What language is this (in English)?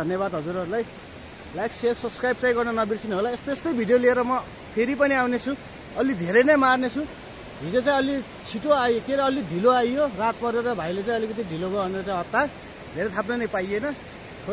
Nepali